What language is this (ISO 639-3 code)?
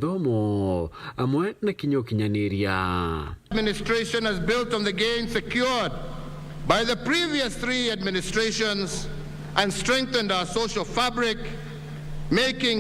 mer